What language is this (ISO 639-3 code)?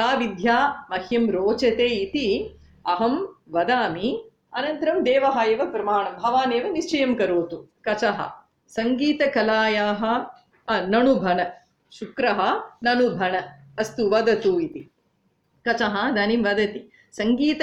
san